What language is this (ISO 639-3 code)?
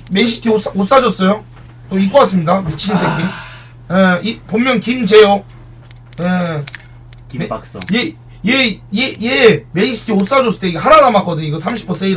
kor